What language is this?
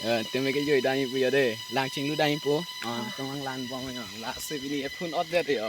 Karbi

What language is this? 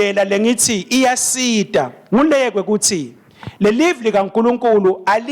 Swati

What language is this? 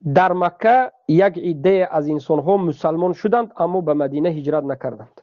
Tajik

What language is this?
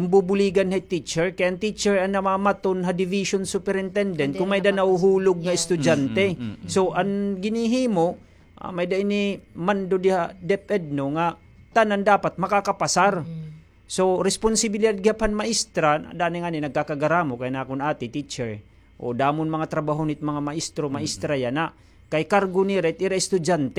Waray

